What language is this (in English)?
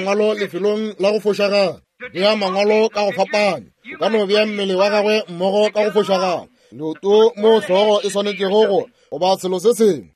Northern Sotho